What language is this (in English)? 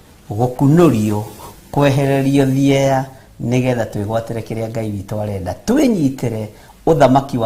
Kikuyu